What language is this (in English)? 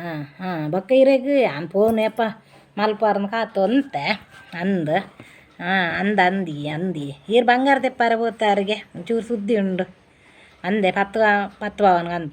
Tulu